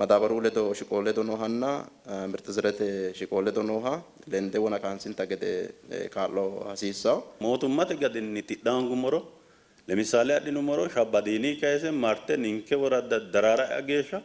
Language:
Sidamo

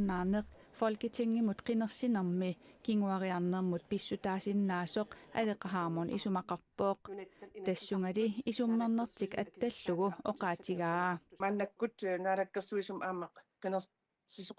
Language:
Kalaallisut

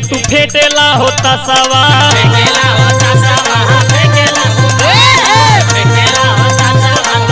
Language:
Bhojpuri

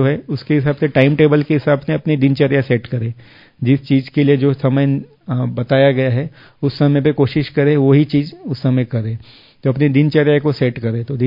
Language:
Hindi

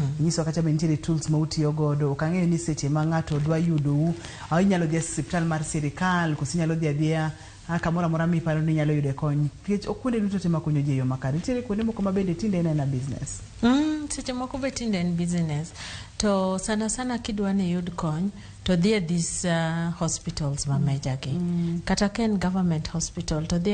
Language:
Luo (Kenya and Tanzania)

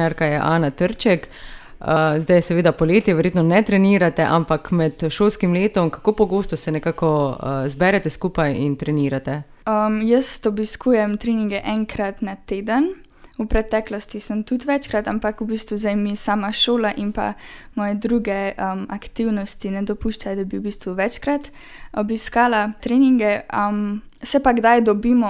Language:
Slovenian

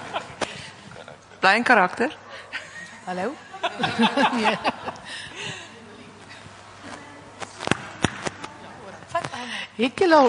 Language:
Afrikaans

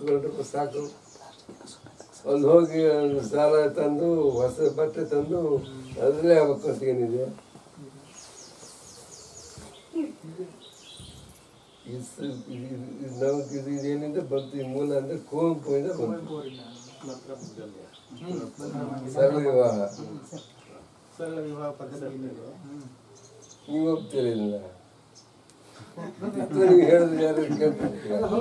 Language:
Kannada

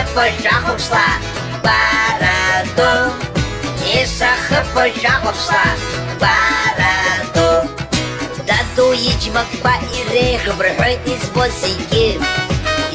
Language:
Abkhazian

